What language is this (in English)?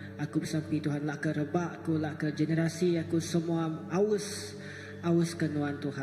Iban